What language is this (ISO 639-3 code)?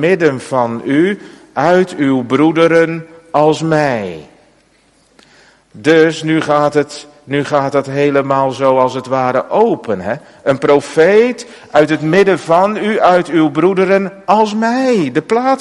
nld